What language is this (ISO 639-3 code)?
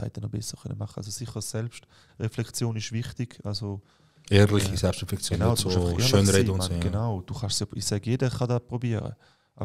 gsw